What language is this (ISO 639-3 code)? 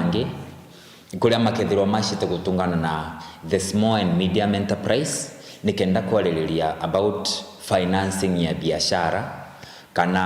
mer